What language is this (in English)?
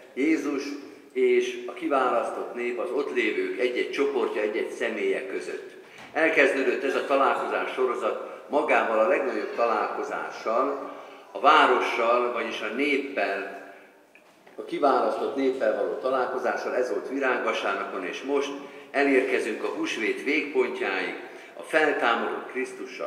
Hungarian